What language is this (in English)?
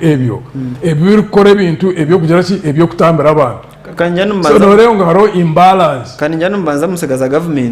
Nyankole